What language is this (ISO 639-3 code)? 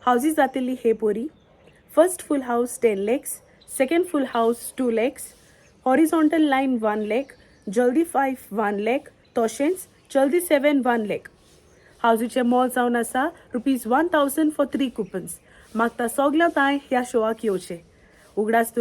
kok